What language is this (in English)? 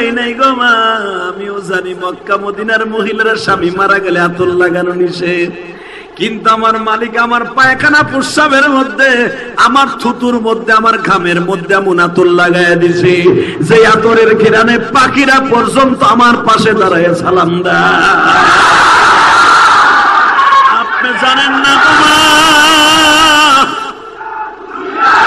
Bangla